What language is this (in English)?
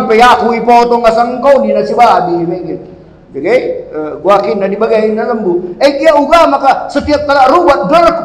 Batak Karo